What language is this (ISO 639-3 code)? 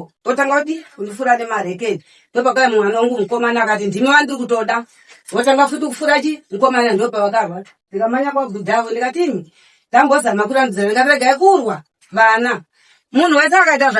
sna